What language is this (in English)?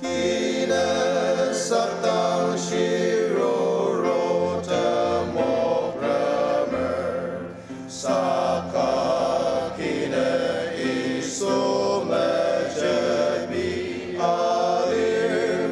Ao Naga